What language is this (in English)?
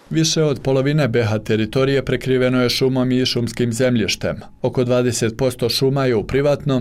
Bosnian